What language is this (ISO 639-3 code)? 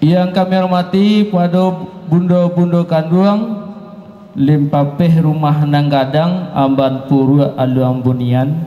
min